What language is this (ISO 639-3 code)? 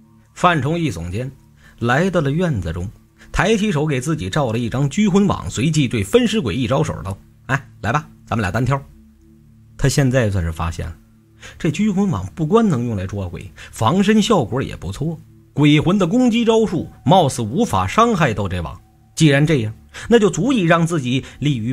zho